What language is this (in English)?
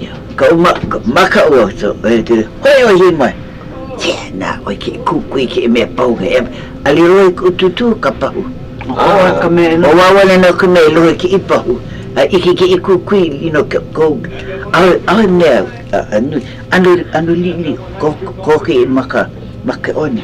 Hawaiian